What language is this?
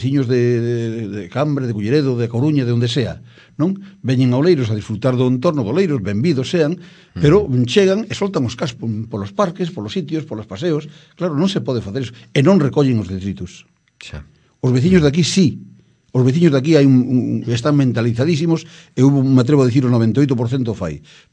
Galician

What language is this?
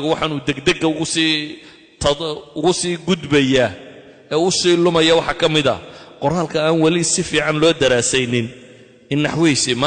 Somali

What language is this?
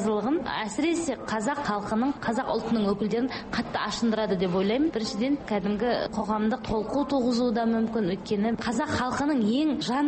Kazakh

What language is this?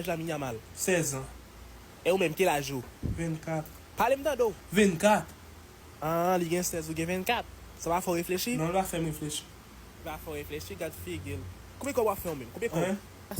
Haitian Creole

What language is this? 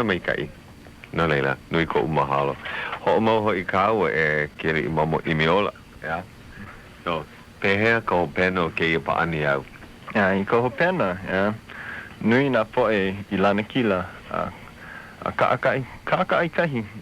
Hawaiian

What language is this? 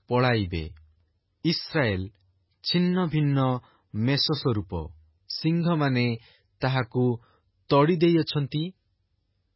Odia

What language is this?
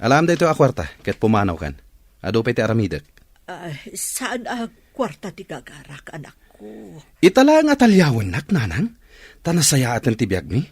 Iloko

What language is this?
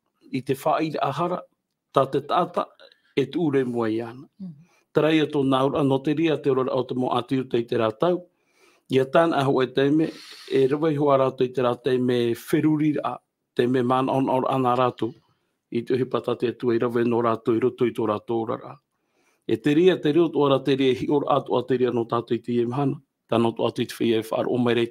Tahitian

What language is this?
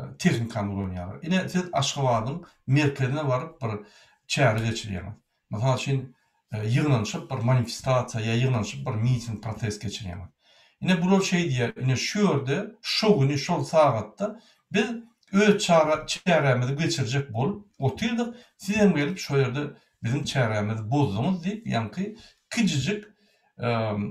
Turkmen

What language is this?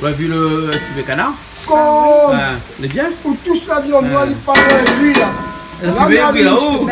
Réunion Creole French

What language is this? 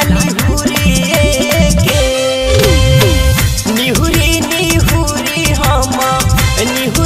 Bhojpuri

